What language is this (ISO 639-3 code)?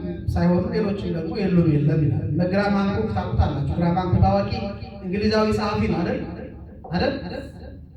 amh